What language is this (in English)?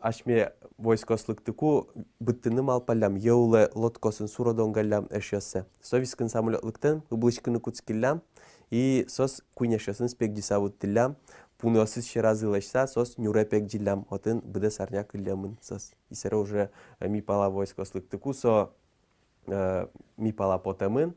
Udmurt